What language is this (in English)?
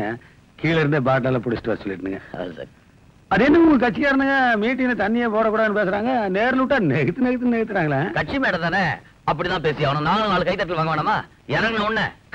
Tamil